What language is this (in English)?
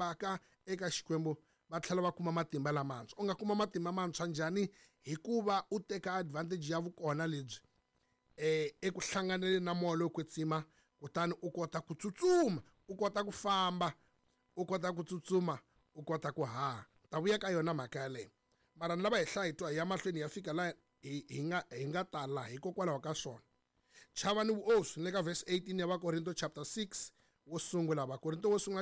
Tsonga